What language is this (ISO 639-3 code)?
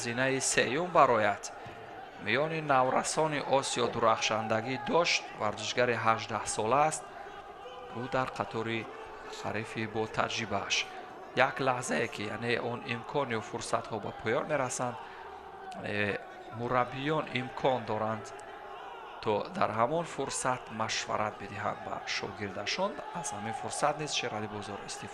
tgk